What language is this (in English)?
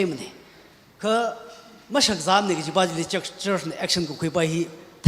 Tangkhul Naga (India)